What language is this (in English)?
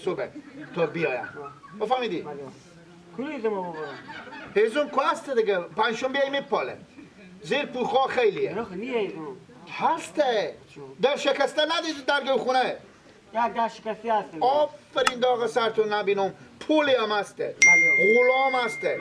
Persian